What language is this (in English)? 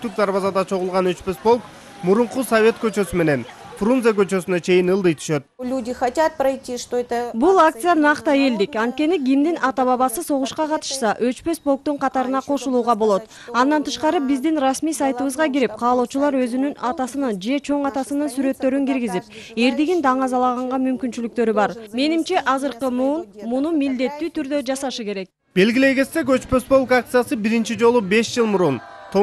Kyrgyz